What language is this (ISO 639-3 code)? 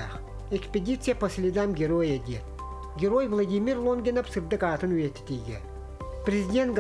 sah